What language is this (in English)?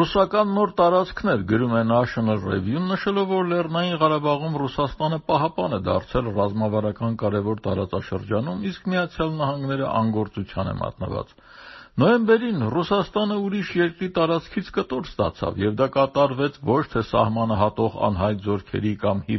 Armenian